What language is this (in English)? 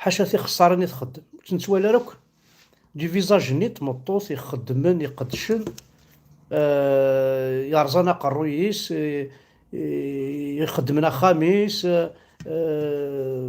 Kabyle